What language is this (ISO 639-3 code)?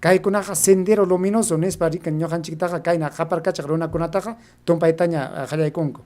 quy